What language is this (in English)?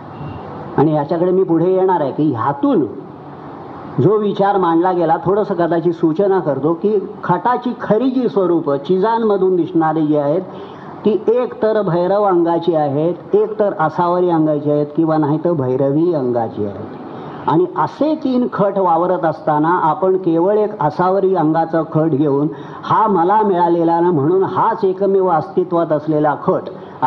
Marathi